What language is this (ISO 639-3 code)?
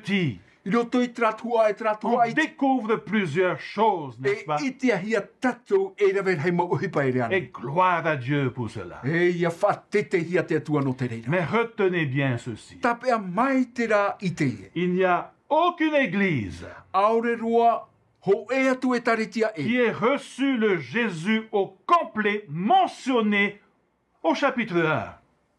tah